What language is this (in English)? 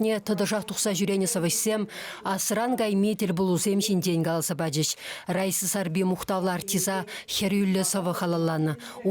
Chuvash